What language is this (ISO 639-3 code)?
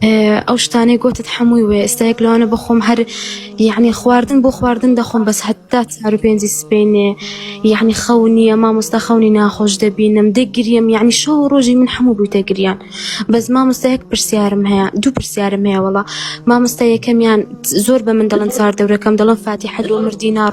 ckb